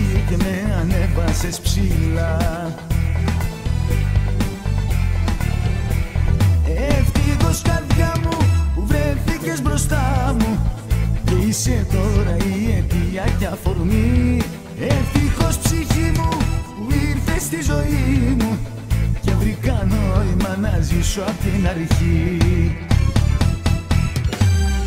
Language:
Greek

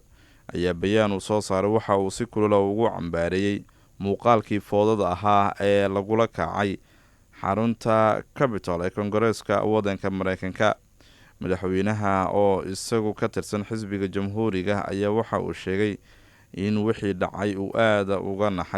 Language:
Somali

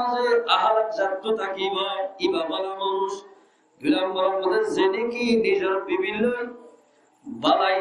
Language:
Rohingya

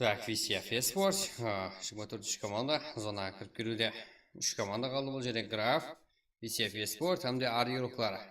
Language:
Kara-Kalpak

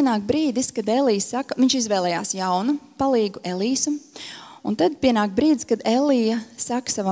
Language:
Latvian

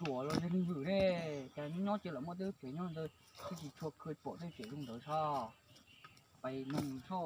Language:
Hmong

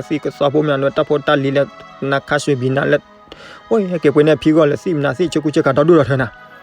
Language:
S'gaw Karen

